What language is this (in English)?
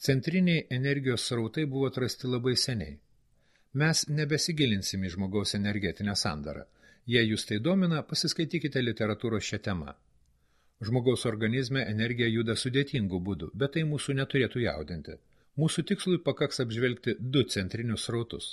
Lithuanian